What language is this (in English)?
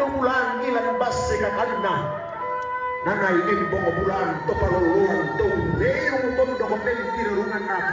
Toraja-Sa'dan